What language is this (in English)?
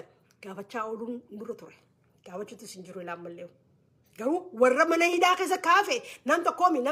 Oromo